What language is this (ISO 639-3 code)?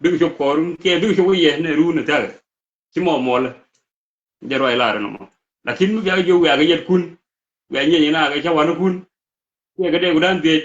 nus